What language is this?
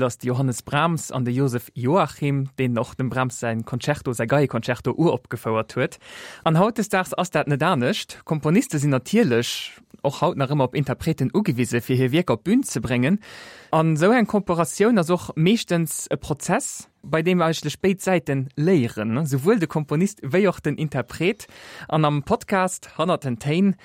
Luxembourgish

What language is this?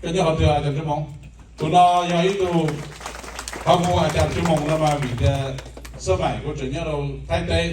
Hmong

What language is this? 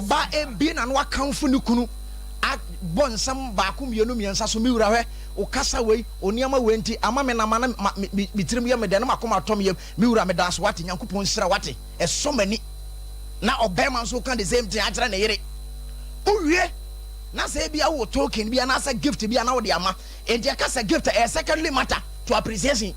Akan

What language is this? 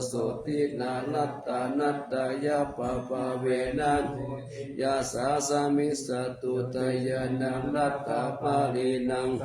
Pali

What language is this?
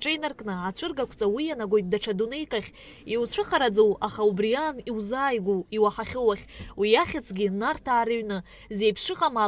Abkhazian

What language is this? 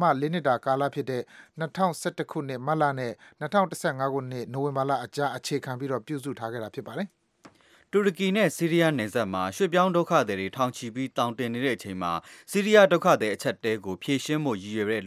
Burmese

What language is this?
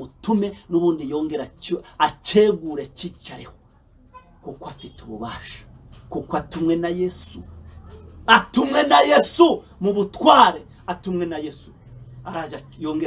Kinyarwanda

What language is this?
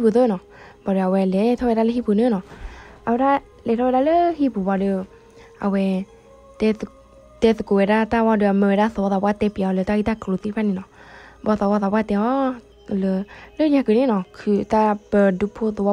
S'gaw Karen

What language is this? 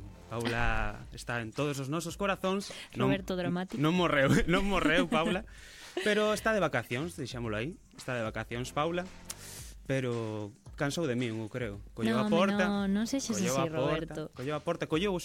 Galician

